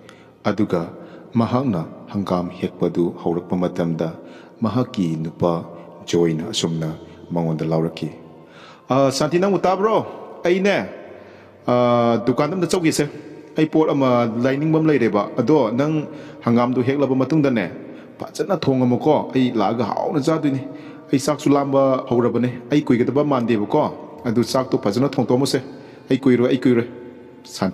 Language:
Manipuri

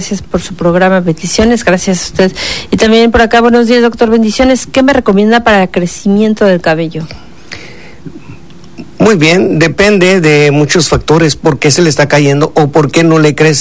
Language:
Spanish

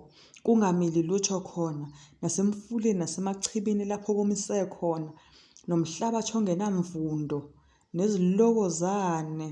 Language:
Zulu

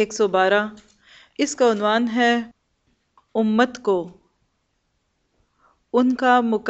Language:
Urdu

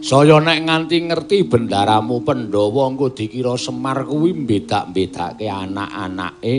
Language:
Javanese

